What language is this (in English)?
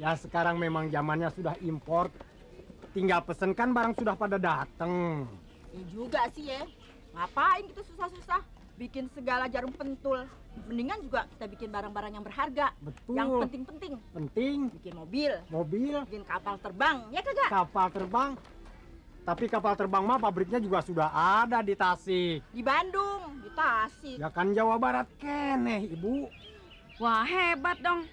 Betawi